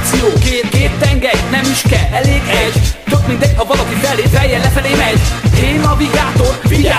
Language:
Hungarian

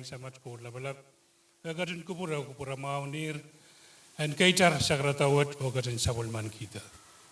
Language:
Pohnpeian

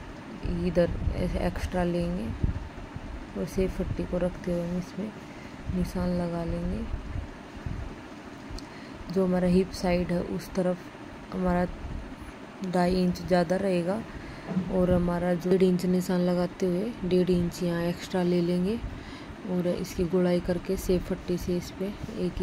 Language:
Hindi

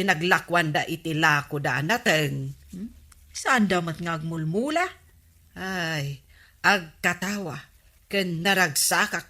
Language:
Iloko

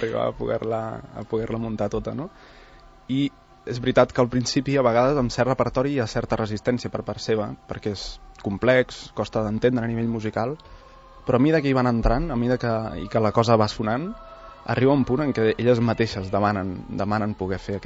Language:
Catalan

